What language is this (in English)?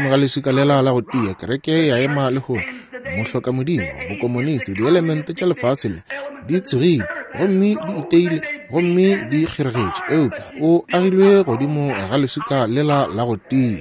Northern Sotho